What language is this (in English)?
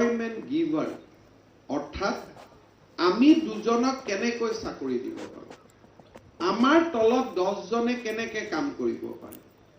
Assamese